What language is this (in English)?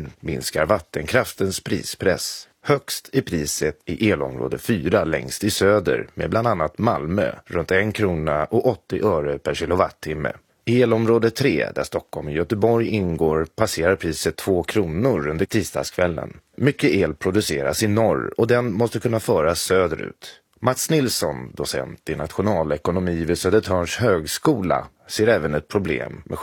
Swedish